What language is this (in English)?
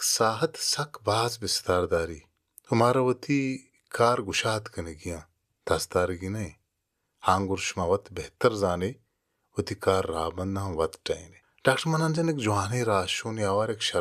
Baluchi